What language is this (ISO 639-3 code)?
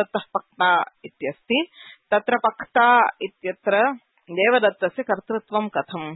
san